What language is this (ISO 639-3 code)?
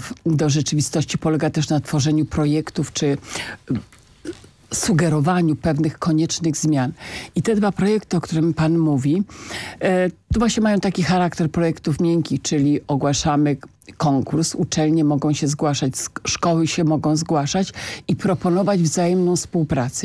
pol